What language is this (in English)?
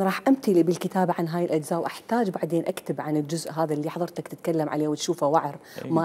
Mesopotamian Arabic